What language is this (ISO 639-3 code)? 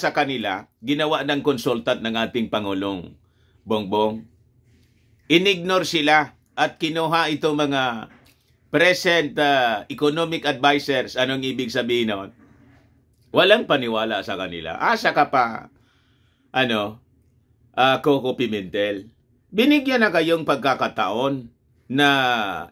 fil